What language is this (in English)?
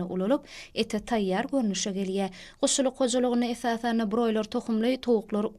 Turkmen